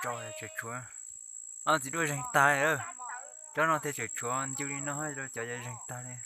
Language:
Hmong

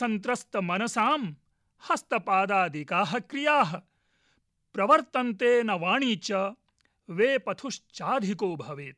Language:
Sanskrit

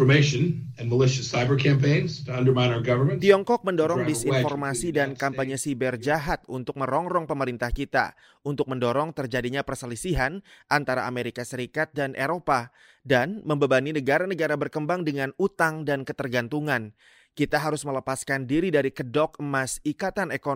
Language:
Indonesian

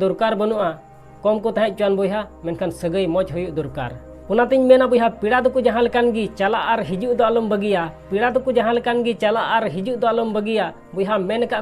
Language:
Santali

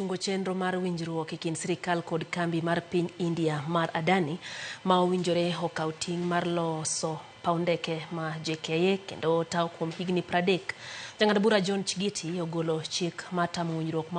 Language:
Luo (Kenya and Tanzania)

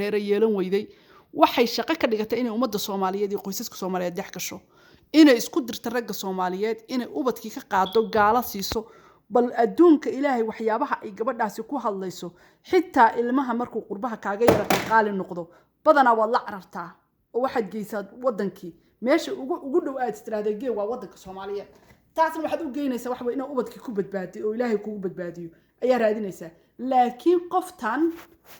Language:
Somali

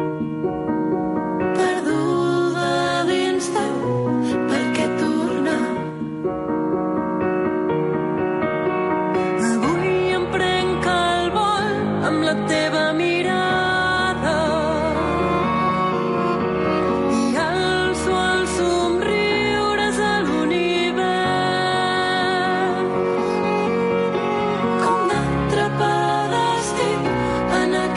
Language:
Catalan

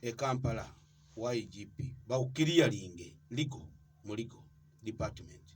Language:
Ganda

